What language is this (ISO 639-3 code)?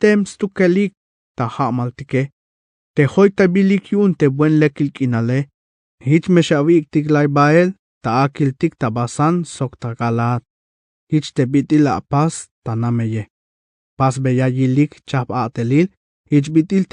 tzh